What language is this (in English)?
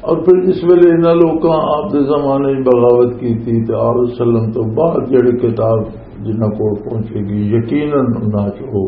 Western Panjabi